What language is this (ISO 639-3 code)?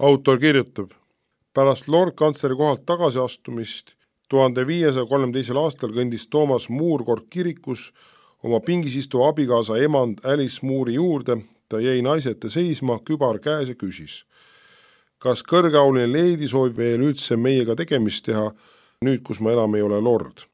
est